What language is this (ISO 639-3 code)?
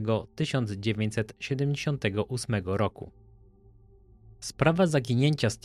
pol